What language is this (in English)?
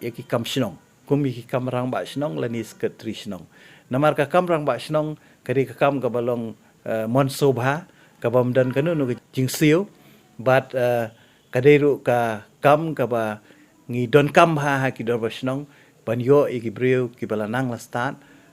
Khasi